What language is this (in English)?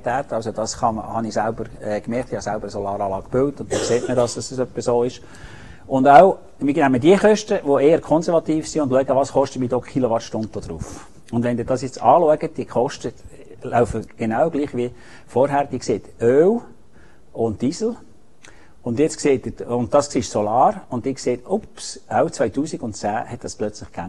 German